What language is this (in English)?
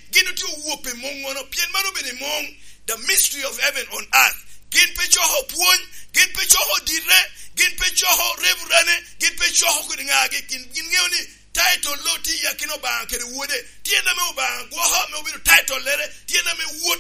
Lango (Uganda)